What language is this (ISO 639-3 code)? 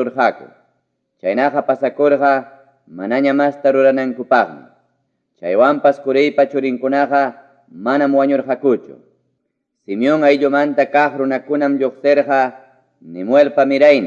quy